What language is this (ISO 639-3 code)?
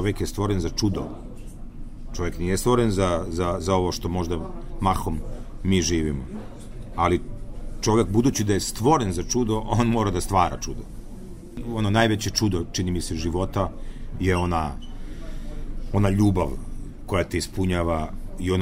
srp